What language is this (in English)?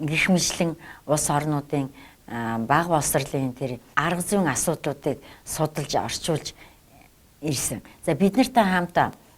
Mongolian